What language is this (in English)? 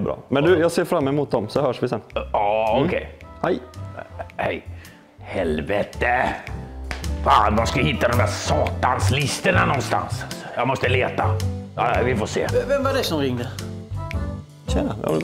Swedish